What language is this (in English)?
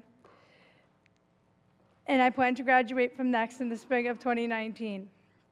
English